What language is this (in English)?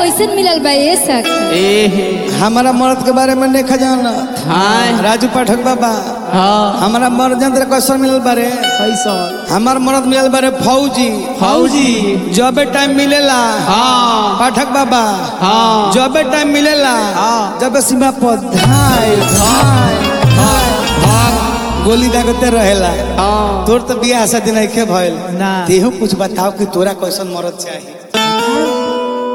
Bhojpuri